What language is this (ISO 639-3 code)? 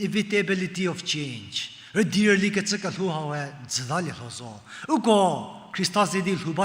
njm